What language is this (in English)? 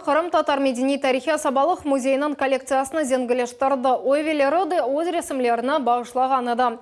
Crimean Tatar